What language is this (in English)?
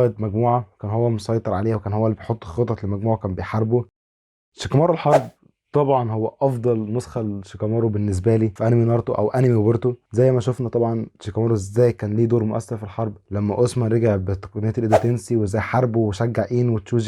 Egyptian Arabic